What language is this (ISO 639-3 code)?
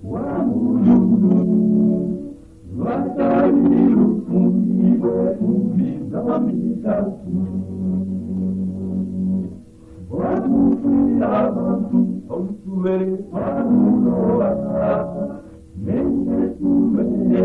swa